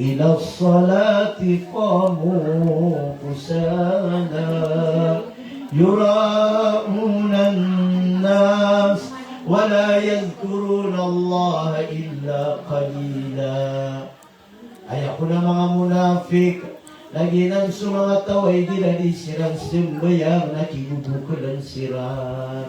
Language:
Maranao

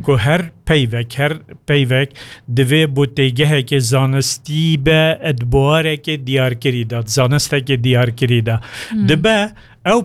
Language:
Kurdish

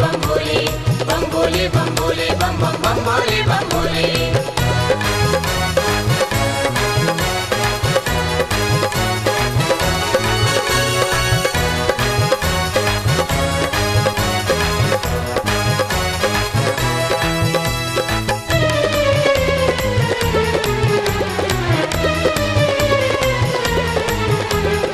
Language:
Chhattisgarhi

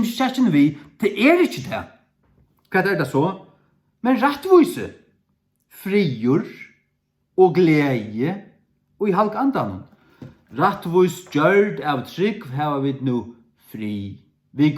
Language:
Faroese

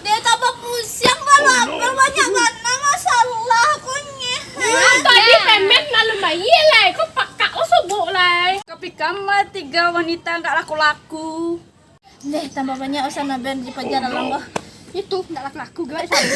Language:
Minangkabau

